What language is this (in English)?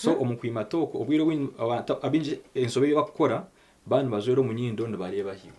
Nyankole